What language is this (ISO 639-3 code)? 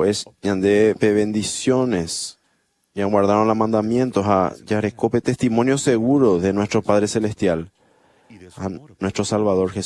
grn